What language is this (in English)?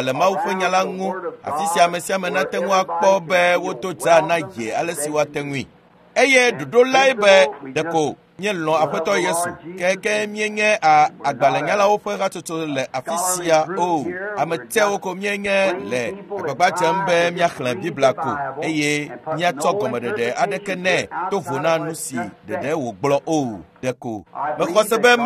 Ewe